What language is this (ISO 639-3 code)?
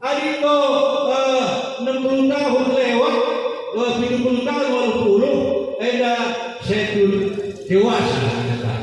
btx